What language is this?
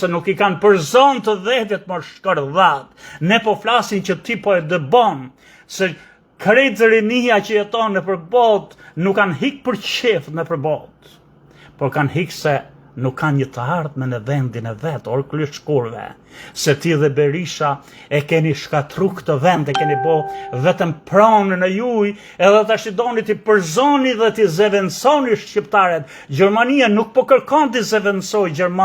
Albanian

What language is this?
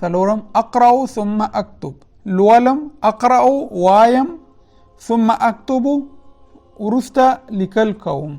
Pashto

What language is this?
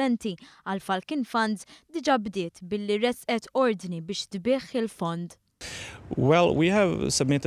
Maltese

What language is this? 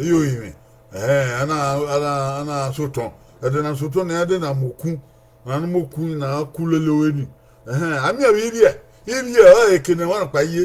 Bini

